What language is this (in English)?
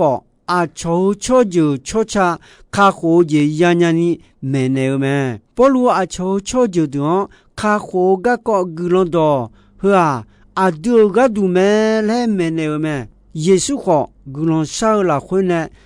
Akha